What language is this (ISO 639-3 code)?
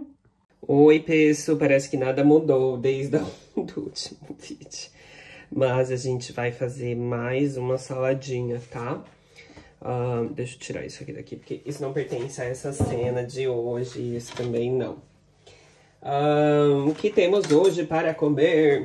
por